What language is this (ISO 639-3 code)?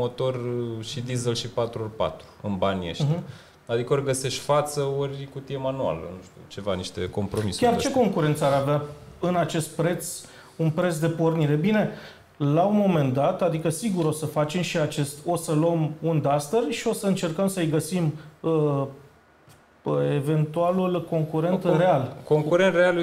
ron